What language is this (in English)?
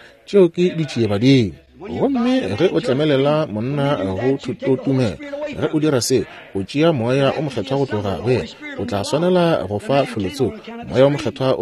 Northern Sotho